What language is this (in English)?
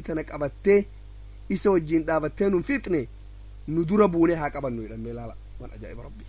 Oromo